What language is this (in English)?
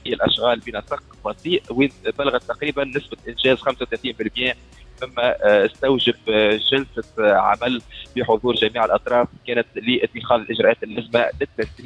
Tunisian Arabic